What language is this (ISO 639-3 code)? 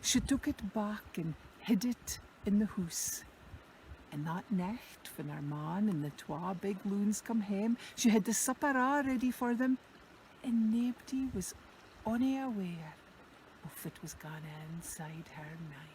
sco